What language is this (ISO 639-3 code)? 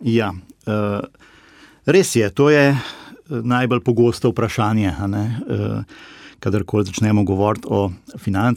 slv